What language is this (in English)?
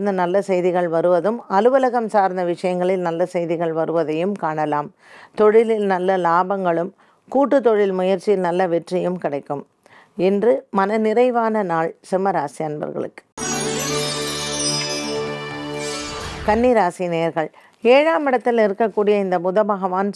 Tamil